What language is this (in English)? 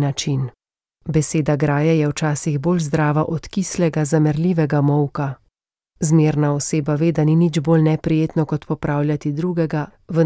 Slovenian